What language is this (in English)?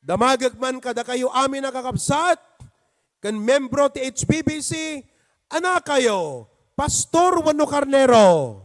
Iloko